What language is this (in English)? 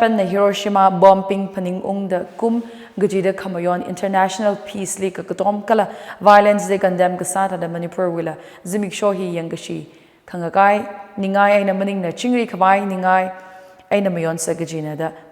Tangkhul Naga (India)